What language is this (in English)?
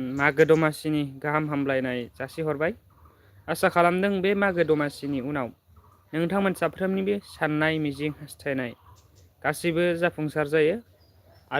Bodo